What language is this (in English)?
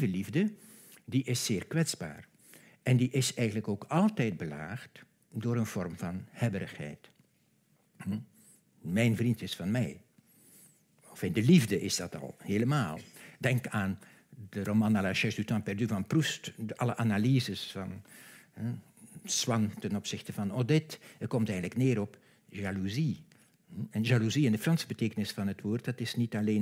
Dutch